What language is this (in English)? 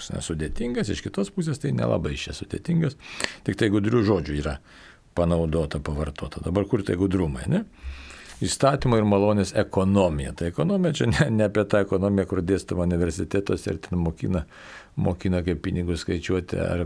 Lithuanian